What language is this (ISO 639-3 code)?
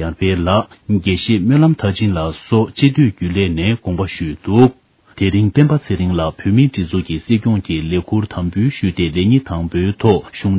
bod